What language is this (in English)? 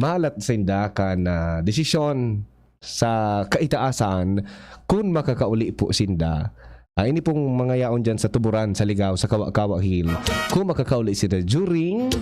Bikol